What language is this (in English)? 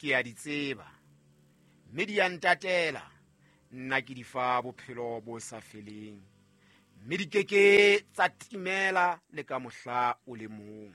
Southern Sotho